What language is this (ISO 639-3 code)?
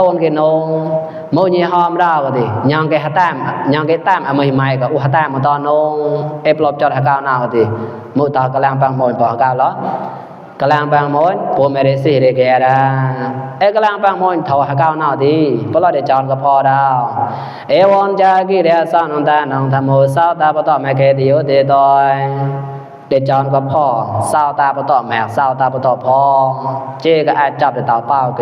mnw